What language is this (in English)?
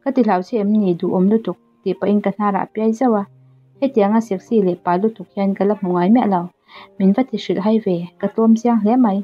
Mizo